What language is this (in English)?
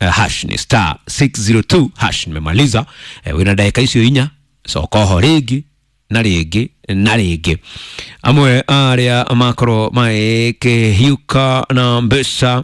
Kikuyu